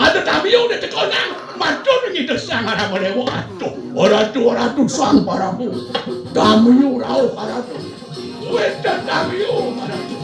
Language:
Balinese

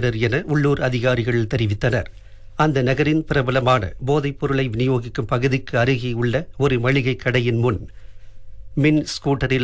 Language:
Tamil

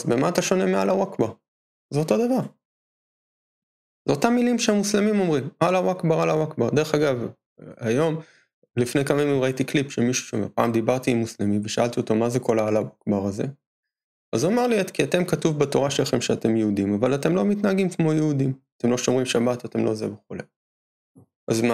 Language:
Hebrew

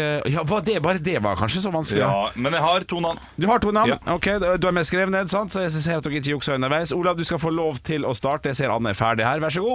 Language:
Norwegian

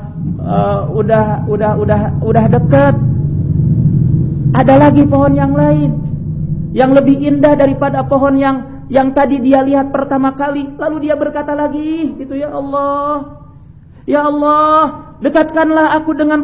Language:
Indonesian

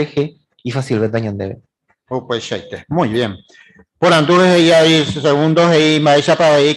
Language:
Guarani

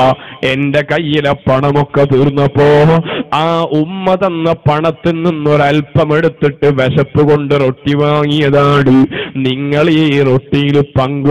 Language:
Malayalam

